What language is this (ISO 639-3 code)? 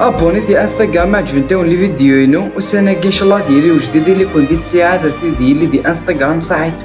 kab